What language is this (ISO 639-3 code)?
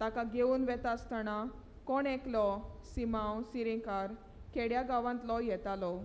kok